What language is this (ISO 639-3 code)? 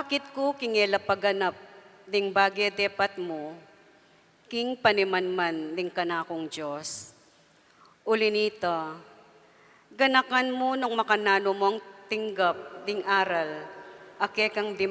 pam